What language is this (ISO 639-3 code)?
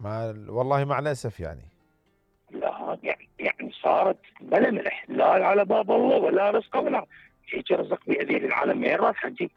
acm